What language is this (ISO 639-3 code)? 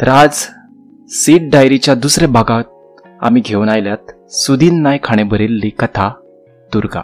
kok